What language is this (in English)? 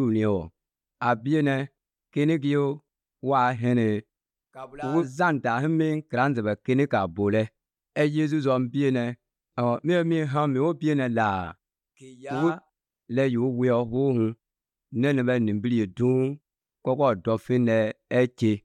Somali